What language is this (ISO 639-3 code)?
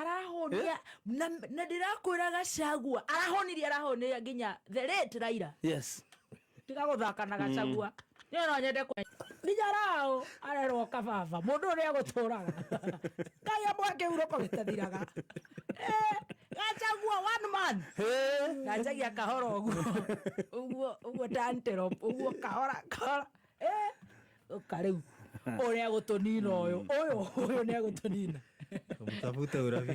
kik